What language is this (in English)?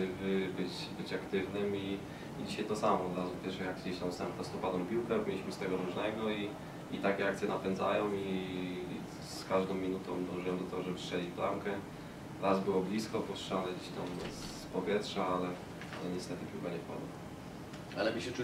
Polish